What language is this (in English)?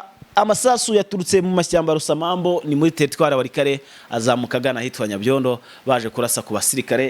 Kinyarwanda